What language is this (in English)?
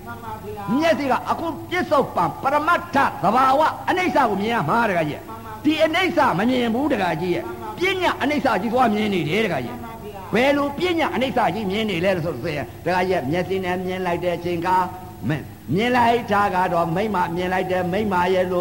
Burmese